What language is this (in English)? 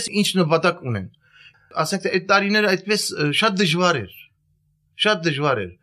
Armenian